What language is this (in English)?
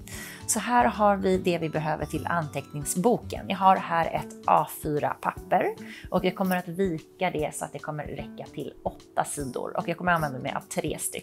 Swedish